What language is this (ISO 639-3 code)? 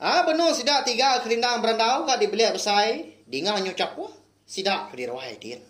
iba